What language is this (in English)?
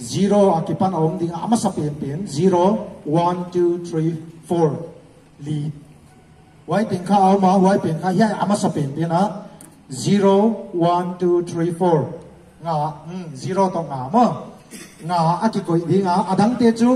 Paite Chin